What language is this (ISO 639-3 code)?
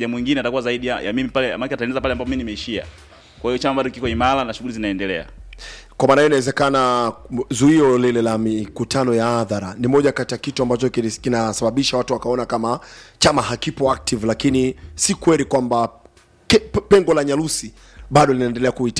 swa